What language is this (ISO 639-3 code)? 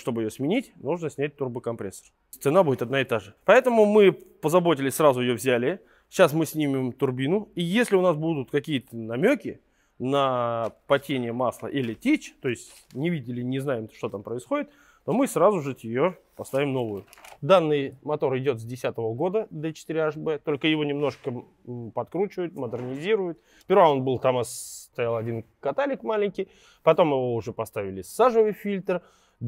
rus